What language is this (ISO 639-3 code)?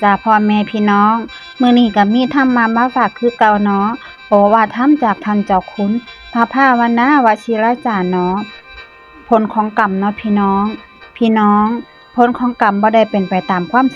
tts